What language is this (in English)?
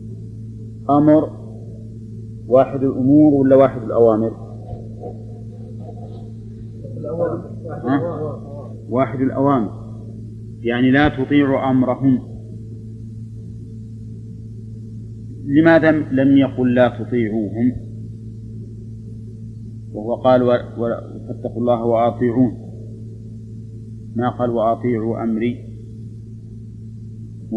Arabic